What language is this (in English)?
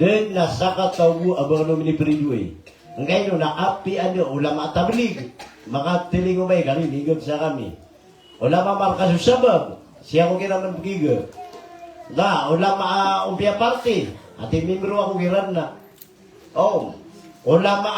Maranao